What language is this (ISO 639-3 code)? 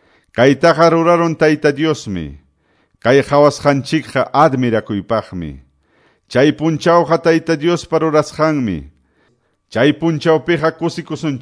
que